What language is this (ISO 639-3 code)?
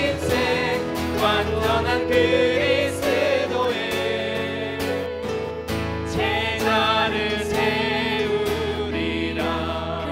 kor